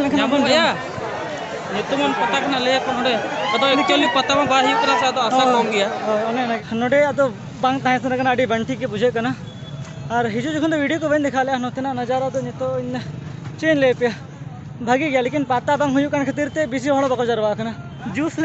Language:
Santali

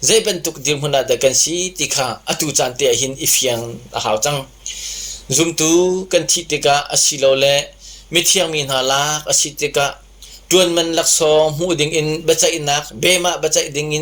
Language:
Hakha Chin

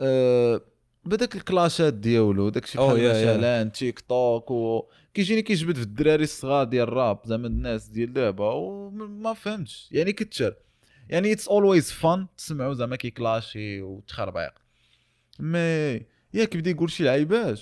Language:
Moroccan Arabic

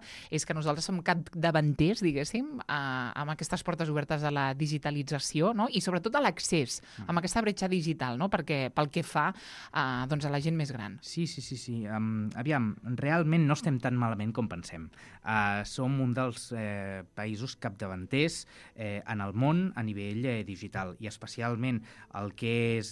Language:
Catalan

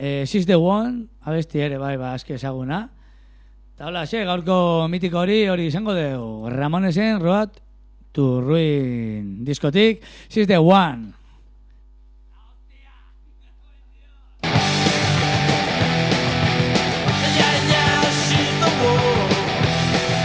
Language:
Basque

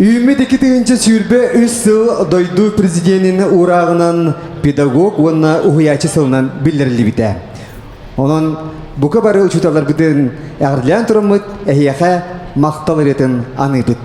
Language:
Yakut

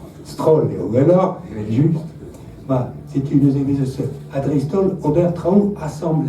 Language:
Breton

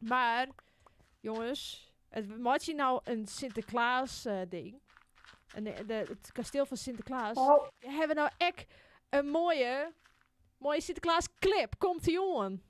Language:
Western Frisian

